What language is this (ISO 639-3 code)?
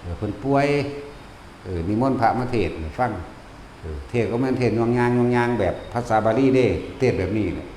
tts